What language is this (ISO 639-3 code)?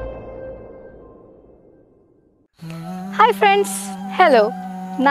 kan